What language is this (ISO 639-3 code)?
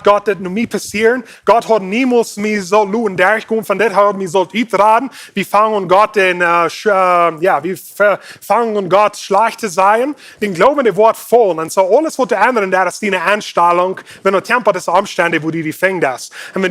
pdt